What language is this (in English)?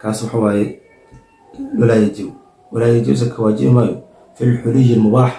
Somali